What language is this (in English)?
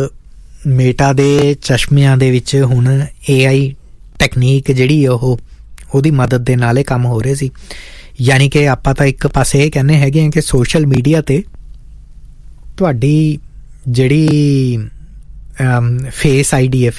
Punjabi